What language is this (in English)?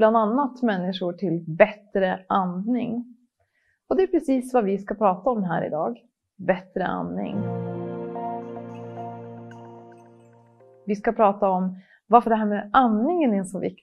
Swedish